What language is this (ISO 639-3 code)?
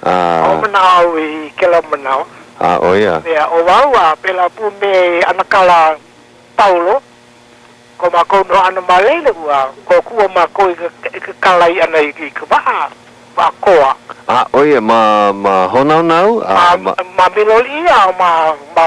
haw